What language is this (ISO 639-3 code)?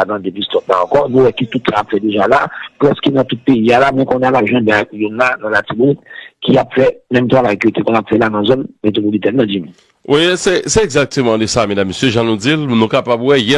hat